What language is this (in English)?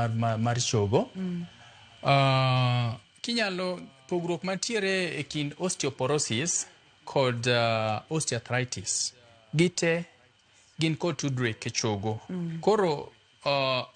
Luo (Kenya and Tanzania)